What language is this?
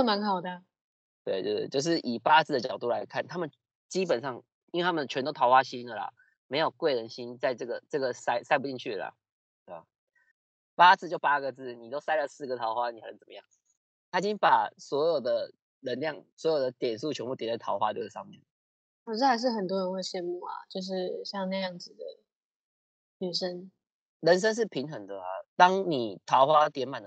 Chinese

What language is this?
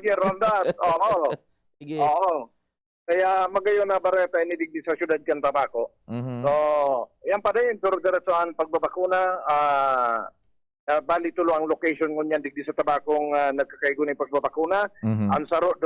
Bikol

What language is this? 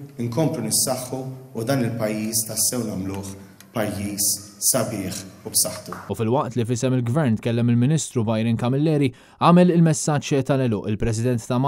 Maltese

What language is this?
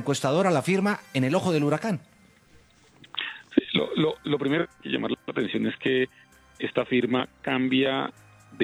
Spanish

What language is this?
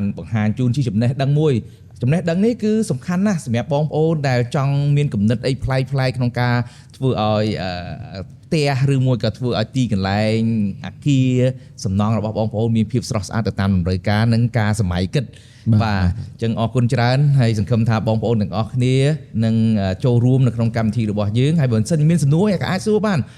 Khmer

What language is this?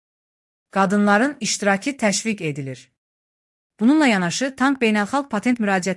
Azerbaijani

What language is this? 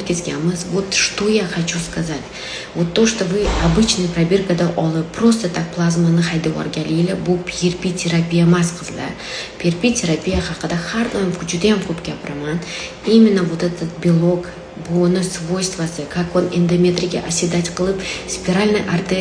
Uzbek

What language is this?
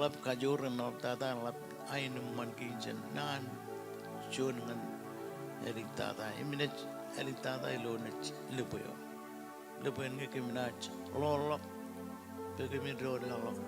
Marshallese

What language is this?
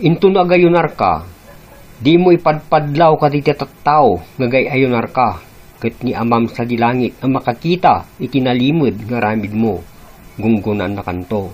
Iloko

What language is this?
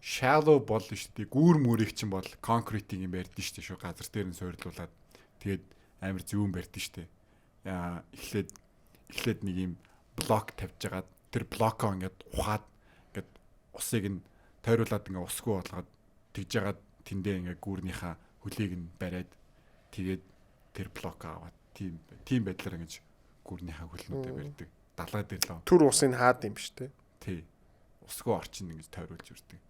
Mongolian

